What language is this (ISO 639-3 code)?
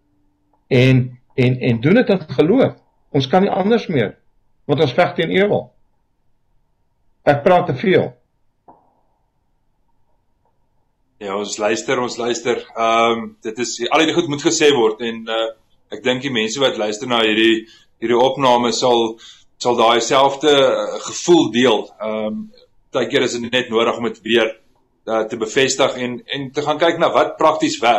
afr